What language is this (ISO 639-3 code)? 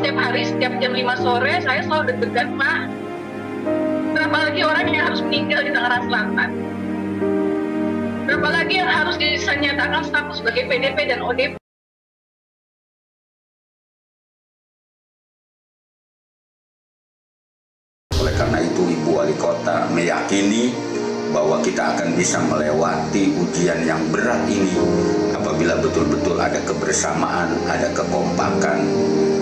ind